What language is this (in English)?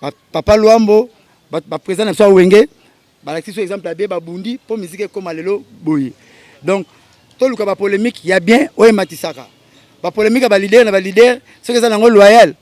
Lingala